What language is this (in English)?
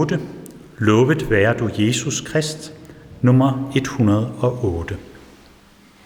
Danish